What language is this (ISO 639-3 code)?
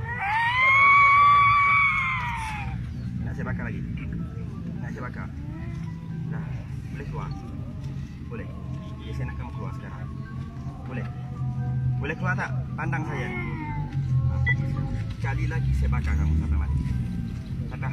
msa